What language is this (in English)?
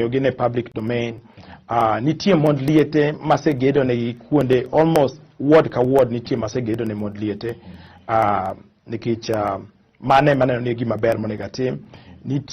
Luo (Kenya and Tanzania)